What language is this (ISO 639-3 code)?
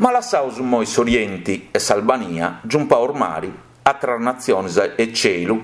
srd